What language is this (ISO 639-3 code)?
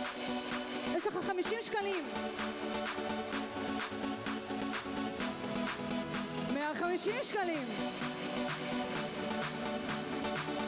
heb